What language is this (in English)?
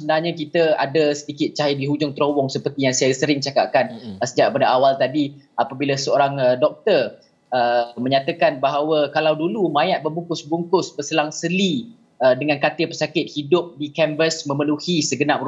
Malay